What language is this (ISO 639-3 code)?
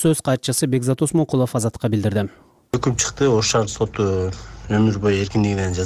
kir